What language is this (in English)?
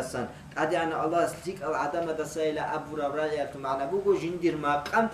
Avaric